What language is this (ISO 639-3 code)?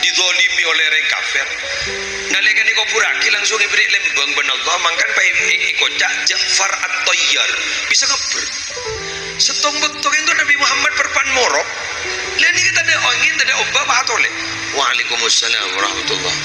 mad